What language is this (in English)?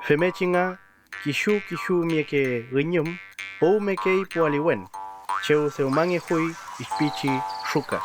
Mapuche